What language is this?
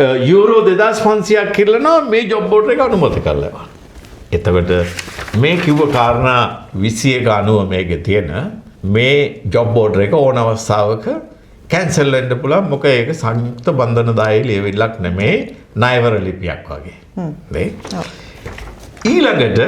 Sinhala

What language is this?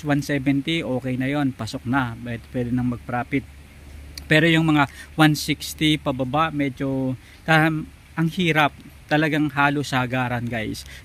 Filipino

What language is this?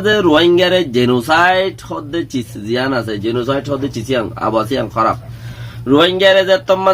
Rohingya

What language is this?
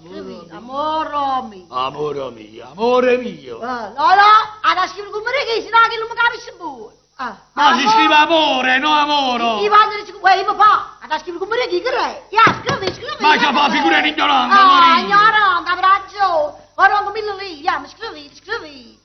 Neapolitan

